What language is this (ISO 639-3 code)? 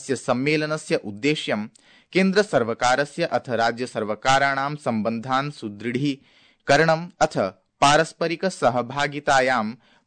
san